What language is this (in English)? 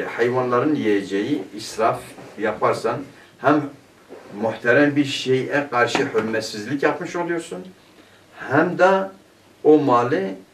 Turkish